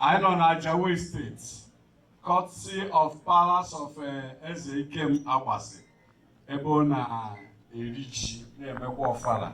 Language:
Igbo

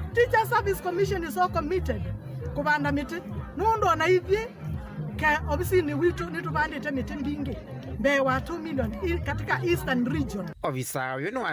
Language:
Kamba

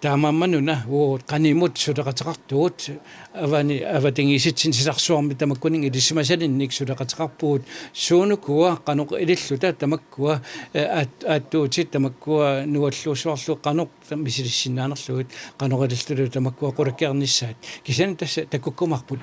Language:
Kalaallisut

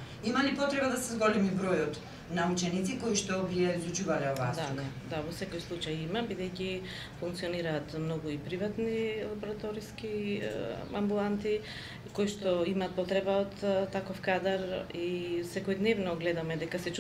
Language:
Macedonian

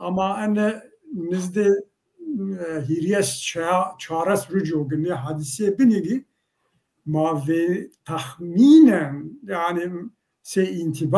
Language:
Zaza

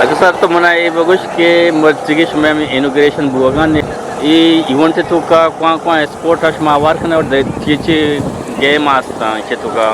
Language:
Eastern Balochi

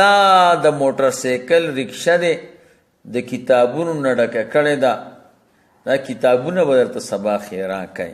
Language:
Pashto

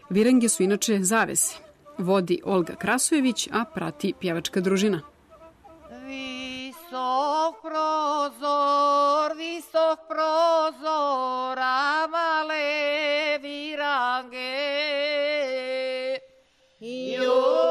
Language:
Serbian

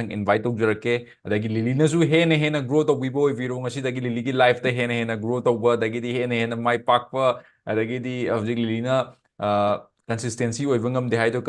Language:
Manipuri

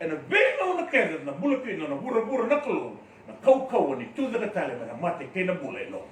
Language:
Fijian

